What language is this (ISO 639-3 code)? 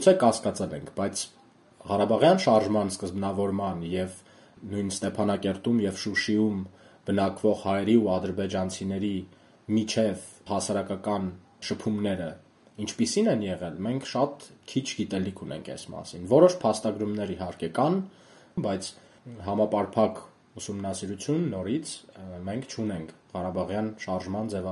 hye